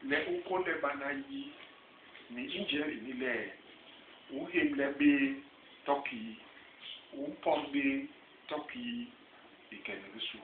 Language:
Basaa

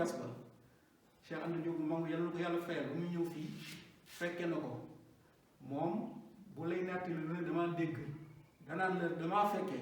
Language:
Wolof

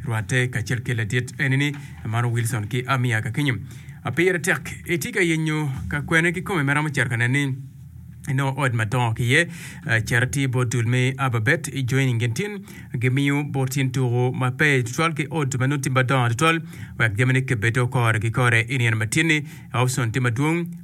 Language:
Acoli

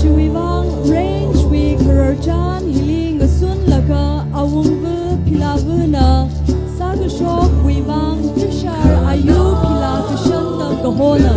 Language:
Tangkhul Naga (India)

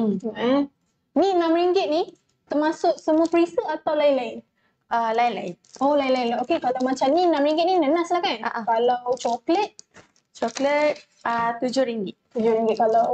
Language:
Malay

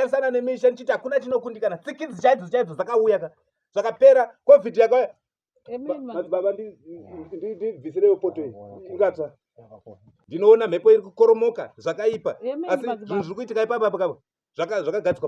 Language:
Shona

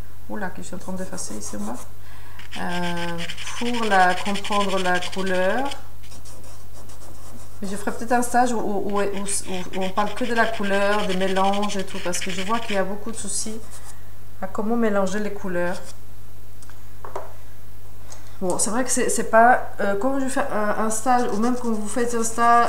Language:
French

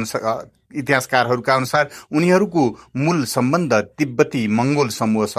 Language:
Nepali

